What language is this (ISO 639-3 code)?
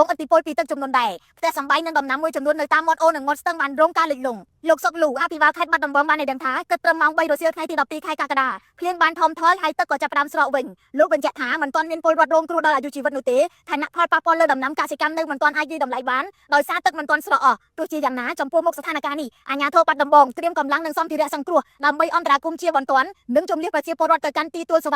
khm